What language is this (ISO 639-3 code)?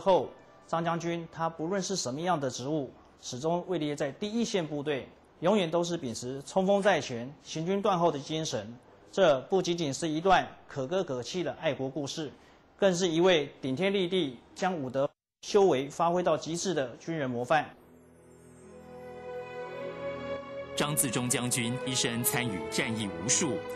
zho